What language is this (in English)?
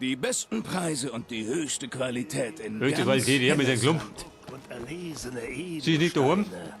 Bavarian